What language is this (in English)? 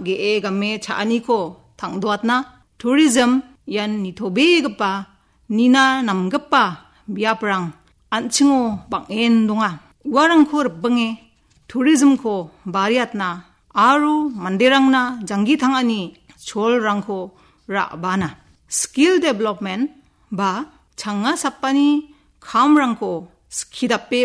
Garo